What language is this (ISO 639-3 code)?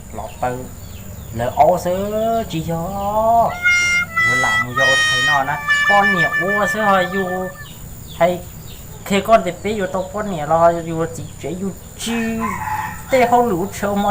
hmn